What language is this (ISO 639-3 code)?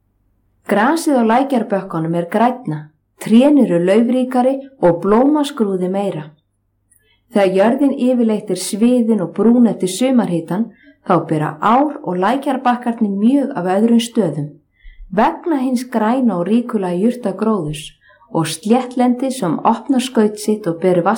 isl